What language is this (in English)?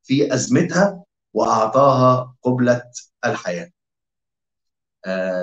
Egyptian Arabic